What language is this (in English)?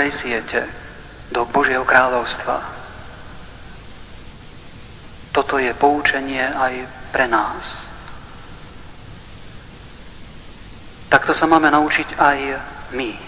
Slovak